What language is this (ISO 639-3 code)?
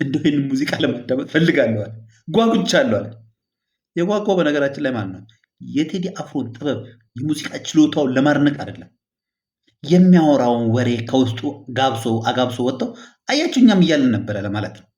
amh